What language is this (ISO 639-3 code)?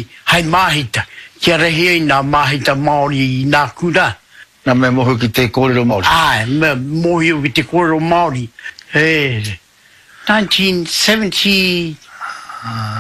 mri